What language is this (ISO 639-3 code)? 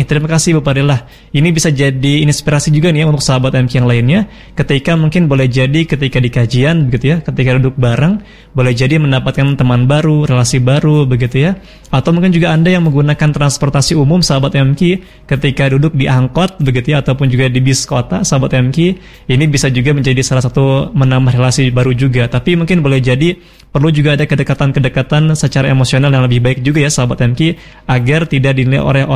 ind